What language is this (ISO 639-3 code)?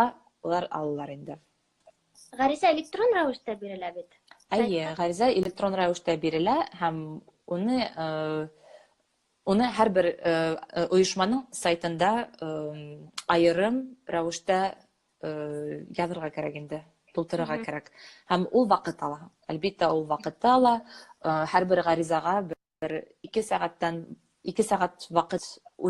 bak